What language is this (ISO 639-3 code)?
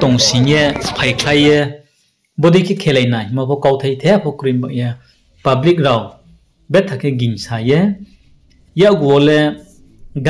ria